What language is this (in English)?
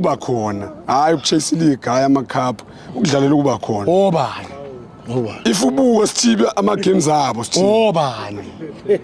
Zulu